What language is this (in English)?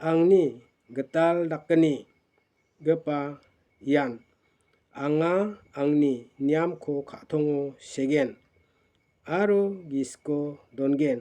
Garo